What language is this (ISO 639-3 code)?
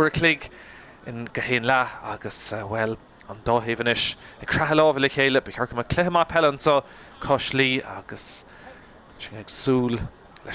gle